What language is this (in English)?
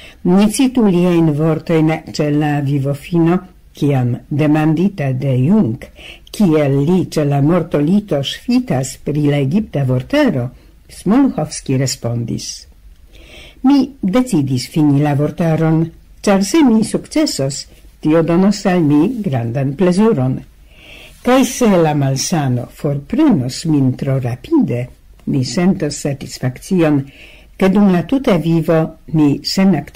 Esperanto